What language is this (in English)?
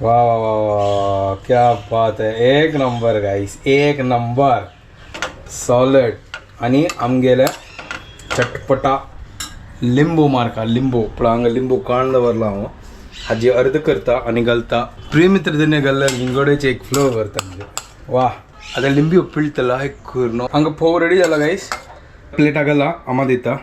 Konkani